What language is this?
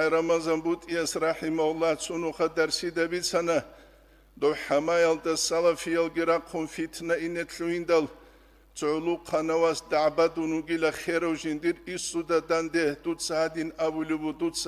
Avaric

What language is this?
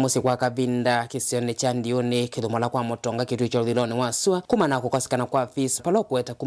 Kamba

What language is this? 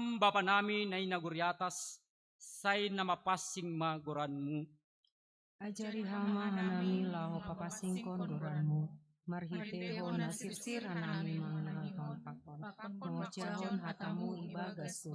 Batak Simalungun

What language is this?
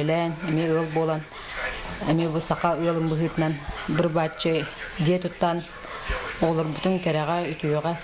Yakut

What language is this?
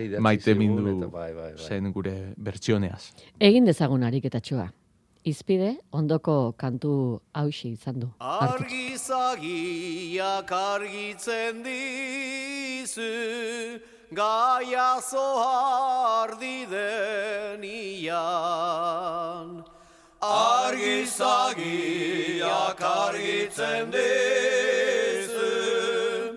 Basque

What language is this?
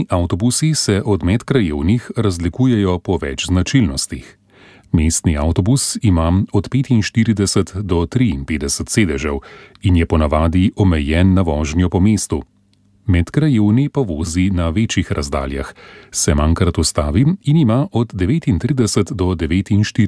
Slovenian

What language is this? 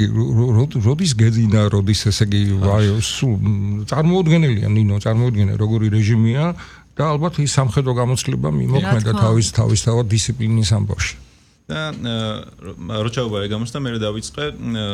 Georgian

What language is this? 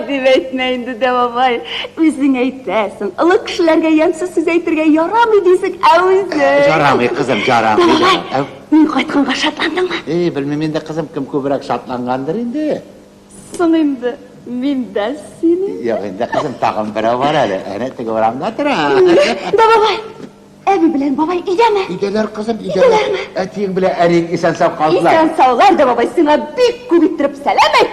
Tatar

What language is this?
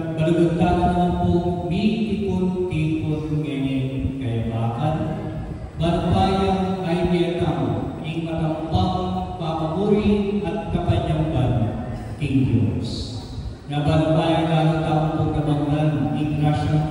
Pampanga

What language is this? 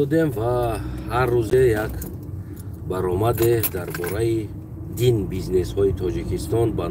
Tajik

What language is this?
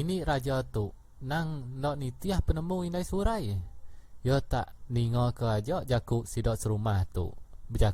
Iban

